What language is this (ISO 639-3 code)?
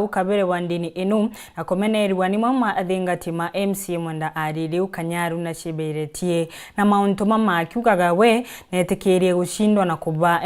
mer